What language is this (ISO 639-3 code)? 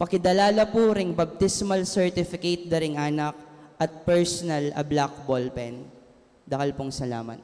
pam